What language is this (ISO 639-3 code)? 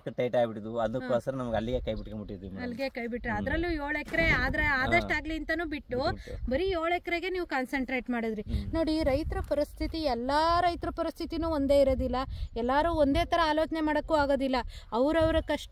kan